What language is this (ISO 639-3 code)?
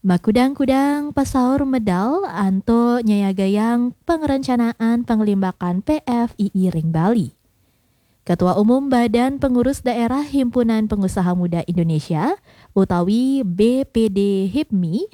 ban